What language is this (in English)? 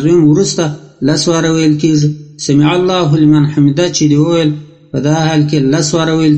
Pashto